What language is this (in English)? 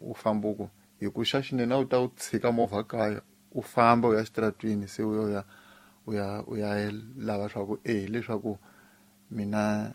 Tsonga